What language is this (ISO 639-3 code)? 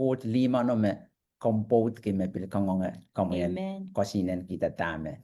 pon